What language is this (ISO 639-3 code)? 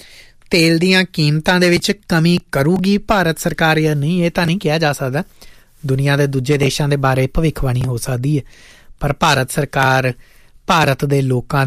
pan